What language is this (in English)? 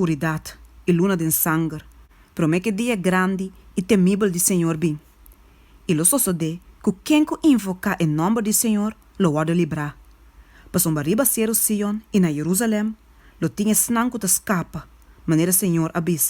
Papiamento